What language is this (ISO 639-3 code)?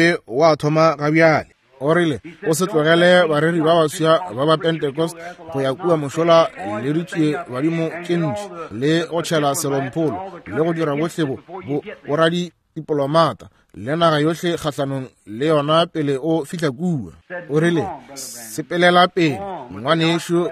nso